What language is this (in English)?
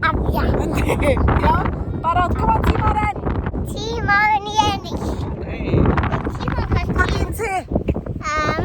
Welsh